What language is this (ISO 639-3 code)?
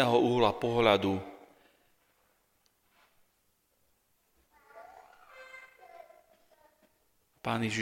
slk